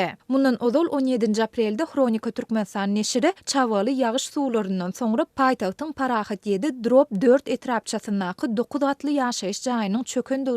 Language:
Turkmen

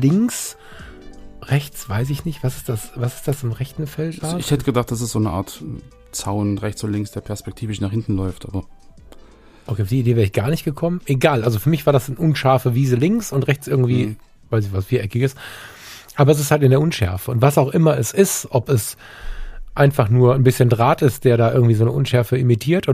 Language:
German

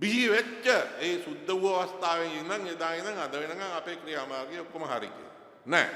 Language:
Sinhala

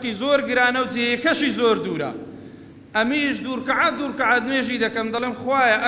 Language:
Central Kurdish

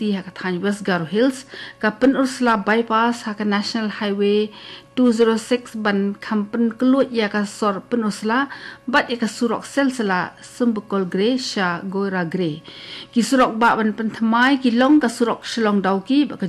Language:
Khasi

